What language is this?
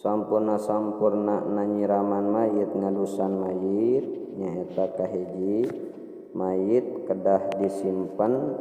Sundanese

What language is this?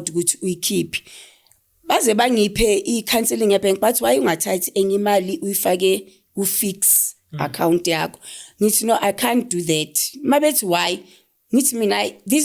Zulu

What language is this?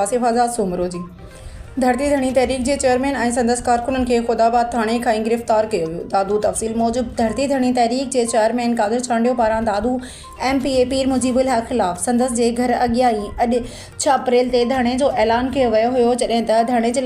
Sindhi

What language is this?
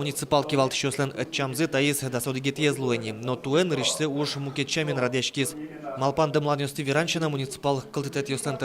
Udmurt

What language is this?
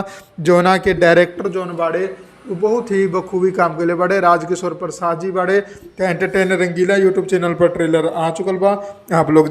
Bhojpuri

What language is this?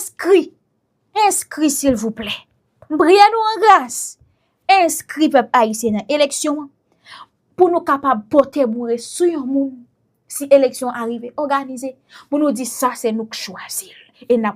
Haitian Creole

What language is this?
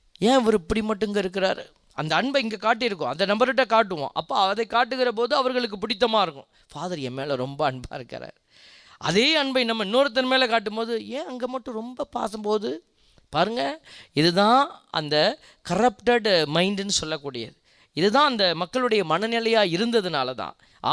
Tamil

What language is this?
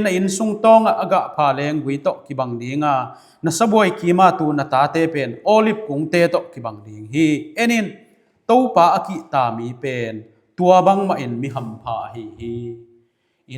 Tedim Chin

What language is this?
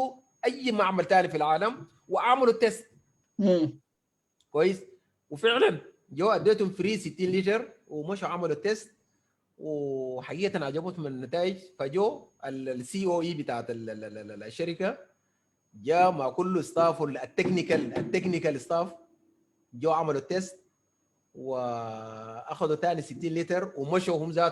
Sudanese Arabic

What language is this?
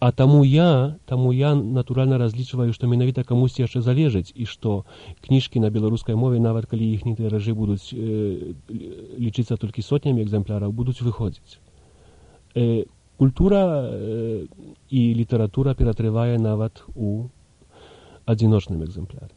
Belarusian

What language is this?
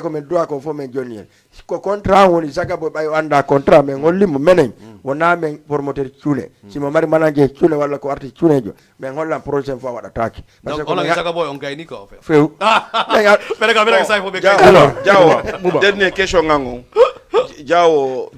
Fula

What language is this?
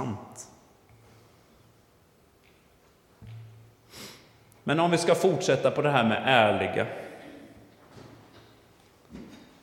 Swedish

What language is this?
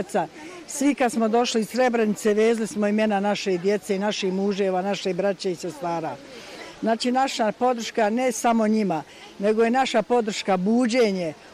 Bosnian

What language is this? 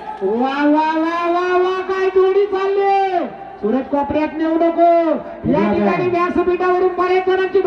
Marathi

